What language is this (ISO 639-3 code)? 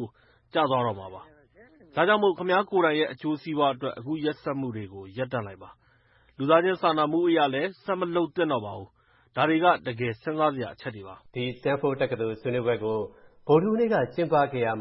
mya